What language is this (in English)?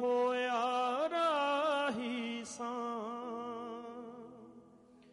Punjabi